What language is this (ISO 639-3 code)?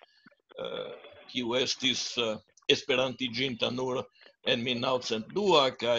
epo